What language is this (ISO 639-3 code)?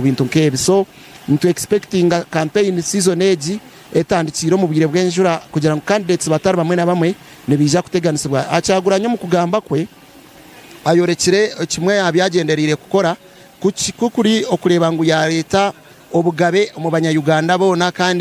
nyn